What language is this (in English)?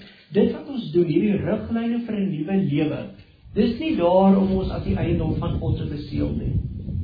Afrikaans